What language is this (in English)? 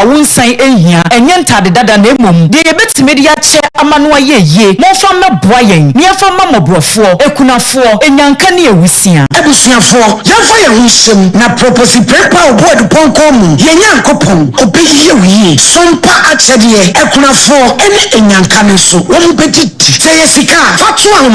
Akan